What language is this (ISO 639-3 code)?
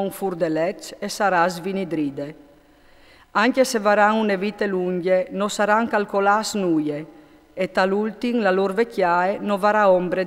fur